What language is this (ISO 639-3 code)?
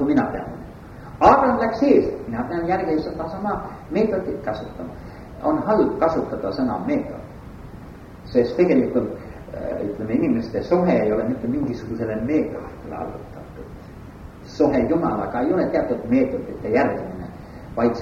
est